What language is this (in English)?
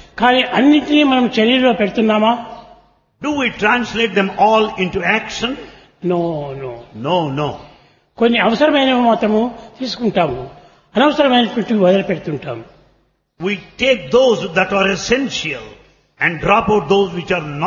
Telugu